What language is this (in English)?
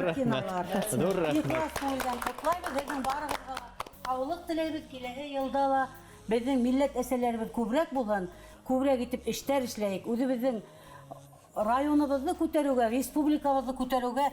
Bashkir